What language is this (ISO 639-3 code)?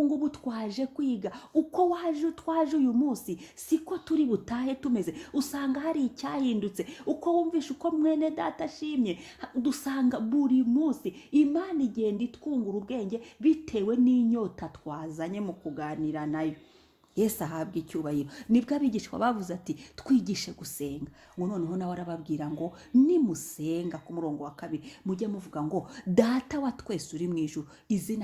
kin